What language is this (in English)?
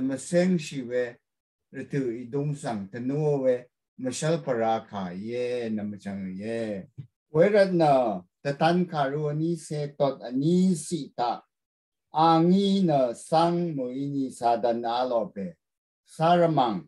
Rawang